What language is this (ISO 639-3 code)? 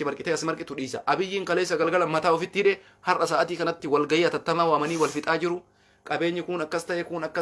orm